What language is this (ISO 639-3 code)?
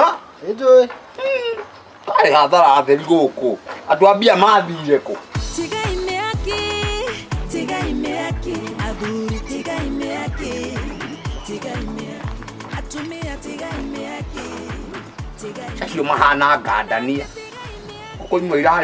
kik